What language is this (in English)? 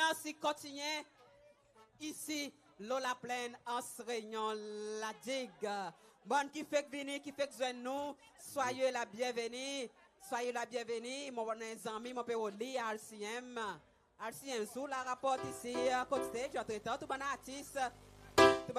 Seselwa Creole French